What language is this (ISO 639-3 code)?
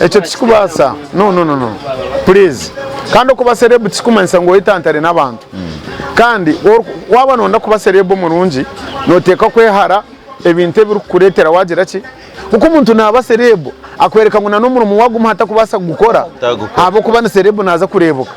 nyn